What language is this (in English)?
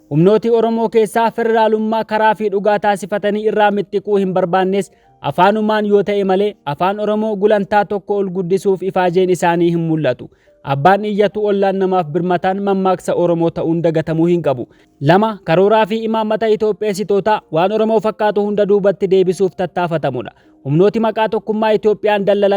Oromo